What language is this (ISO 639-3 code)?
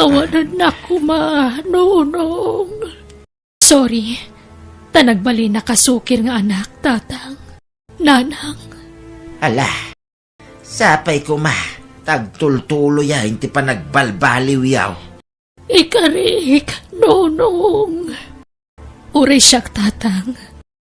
ilo